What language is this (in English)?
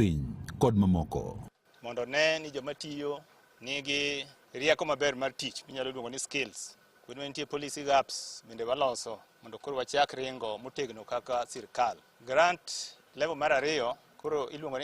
Luo (Kenya and Tanzania)